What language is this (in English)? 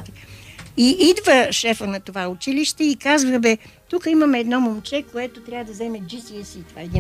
Bulgarian